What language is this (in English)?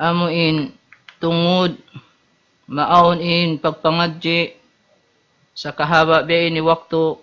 Tausug